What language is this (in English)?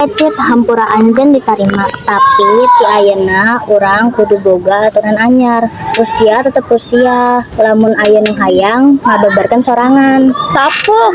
Sundanese